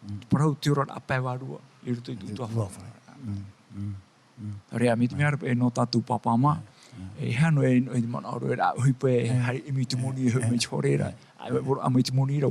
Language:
Tahitian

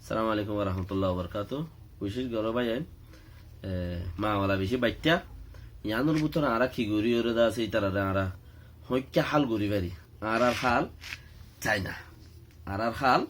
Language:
Rohingya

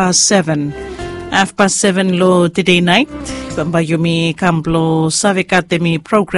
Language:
Bislama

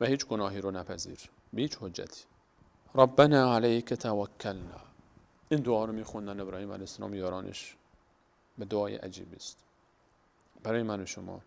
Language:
Persian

